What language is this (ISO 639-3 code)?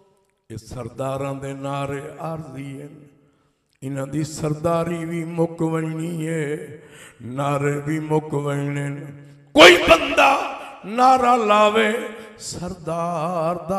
skr